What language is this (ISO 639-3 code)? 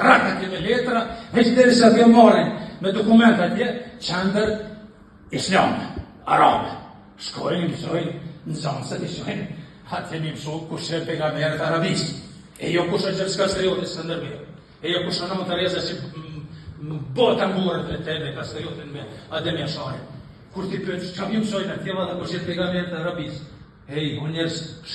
sqi